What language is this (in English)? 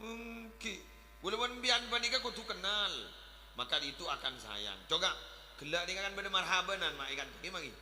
Madurese